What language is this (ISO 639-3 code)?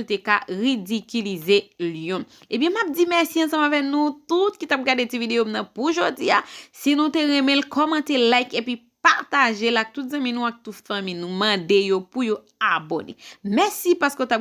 hat